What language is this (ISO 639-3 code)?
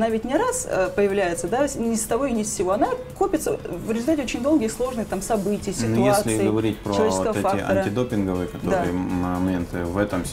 rus